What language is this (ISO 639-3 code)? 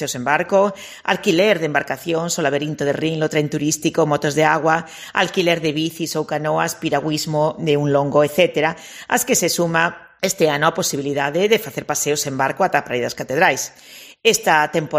glg